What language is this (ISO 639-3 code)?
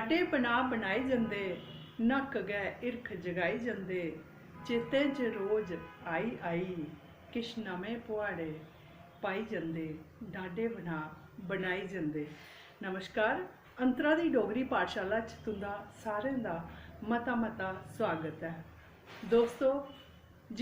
doi